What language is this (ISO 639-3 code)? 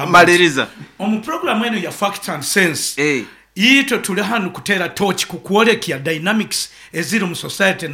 nyn